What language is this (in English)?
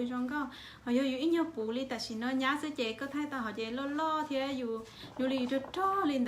Hmong